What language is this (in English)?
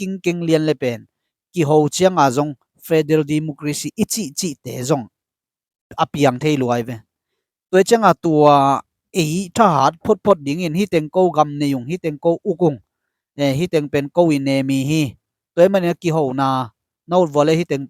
Tedim Chin